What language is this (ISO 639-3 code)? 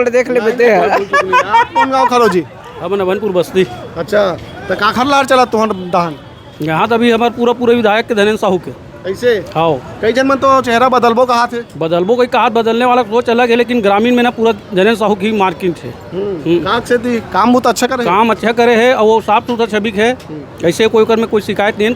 hne